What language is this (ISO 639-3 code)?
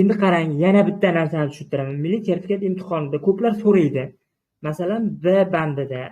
uzb